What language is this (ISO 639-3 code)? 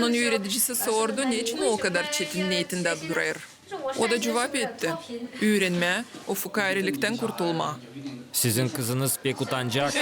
gag